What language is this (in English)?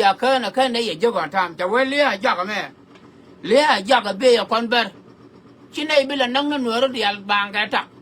Nuer